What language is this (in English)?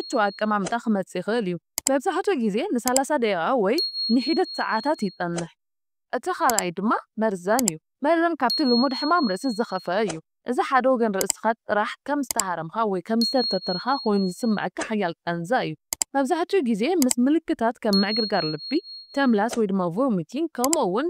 Tigrinya